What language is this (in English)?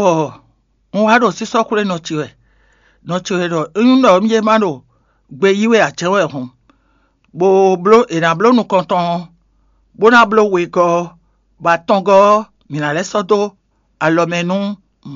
Fon